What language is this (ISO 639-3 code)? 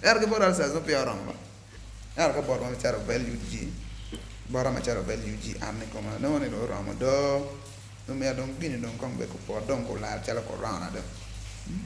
ach